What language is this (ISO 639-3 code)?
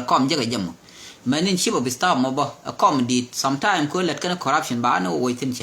nus